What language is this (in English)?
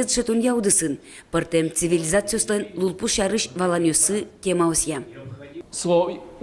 Udmurt